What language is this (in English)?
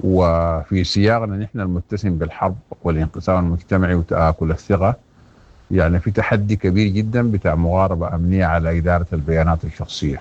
Sudanese Arabic